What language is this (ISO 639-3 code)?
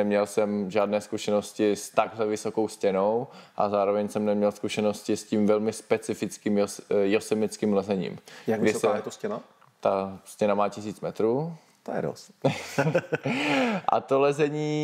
ces